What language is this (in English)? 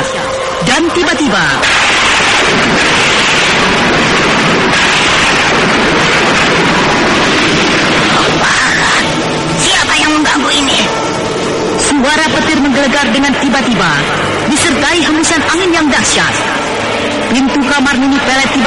Indonesian